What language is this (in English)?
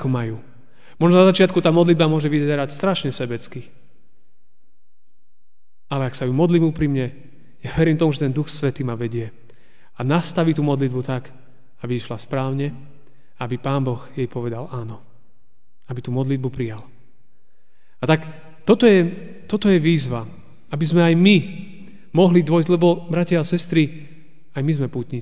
Slovak